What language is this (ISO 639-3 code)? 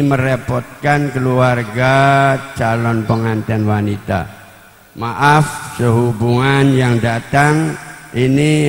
ind